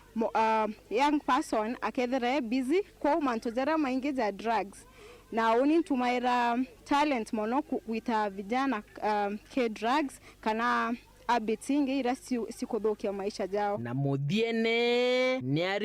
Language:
Meru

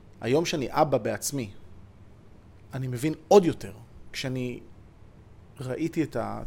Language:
Hebrew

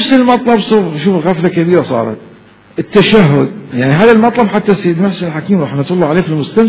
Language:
Mesopotamian Arabic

